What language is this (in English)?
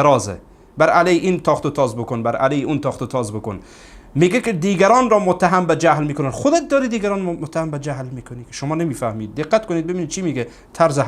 Persian